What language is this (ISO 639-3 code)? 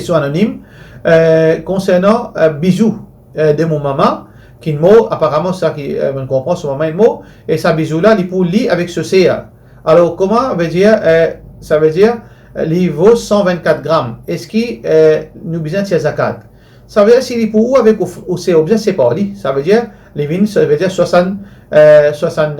mfe